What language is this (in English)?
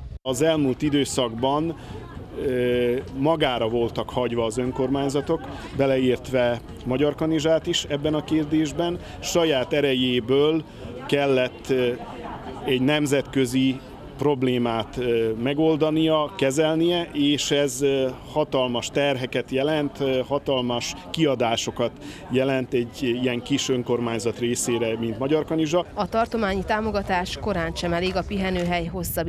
Hungarian